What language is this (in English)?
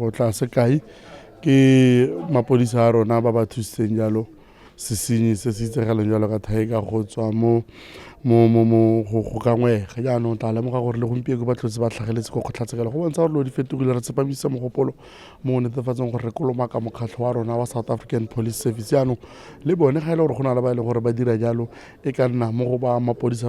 Tswana